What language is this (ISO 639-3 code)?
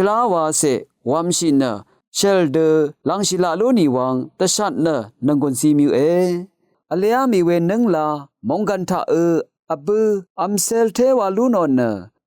raw